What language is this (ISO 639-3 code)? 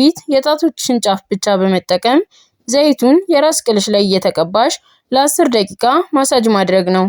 amh